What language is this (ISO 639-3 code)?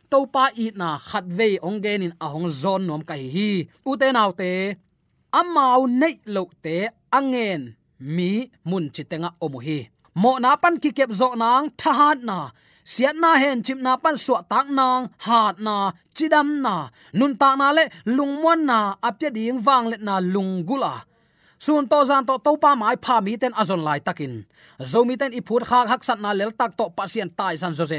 ctd